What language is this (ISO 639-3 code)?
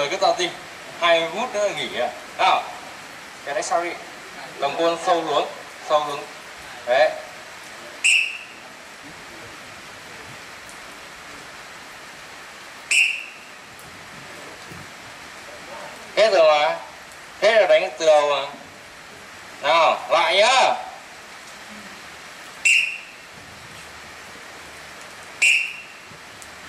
vie